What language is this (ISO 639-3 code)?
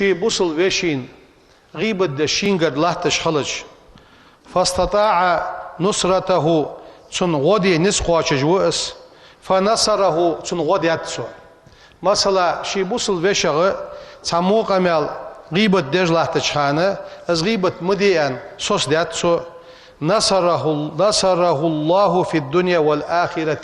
inh